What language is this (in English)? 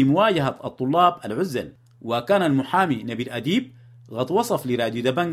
Sudanese Arabic